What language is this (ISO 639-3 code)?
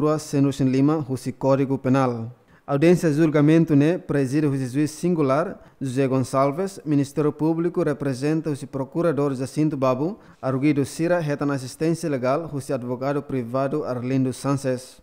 tet